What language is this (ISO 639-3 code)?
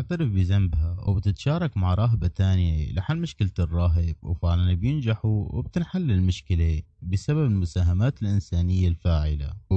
arz